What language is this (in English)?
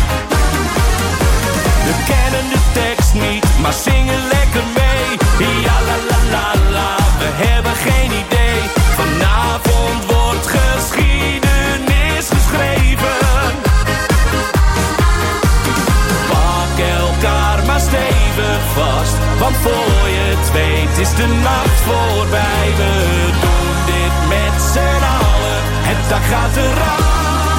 Dutch